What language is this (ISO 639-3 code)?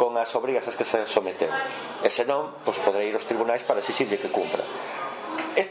glg